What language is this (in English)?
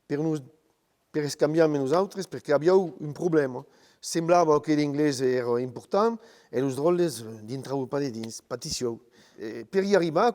Occitan